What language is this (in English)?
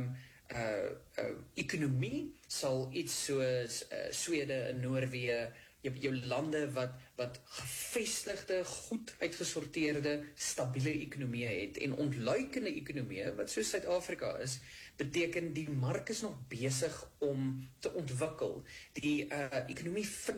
Afrikaans